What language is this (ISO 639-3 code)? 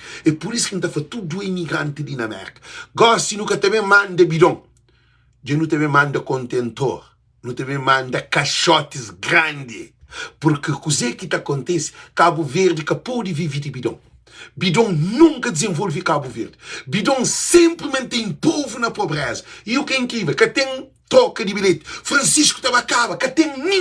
kea